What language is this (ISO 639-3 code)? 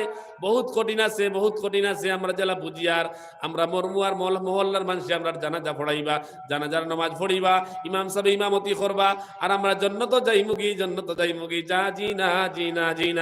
syl